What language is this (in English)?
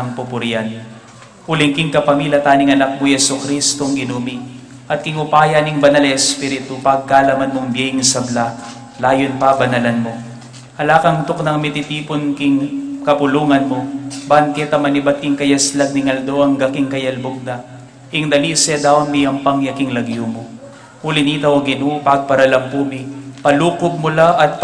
Pampanga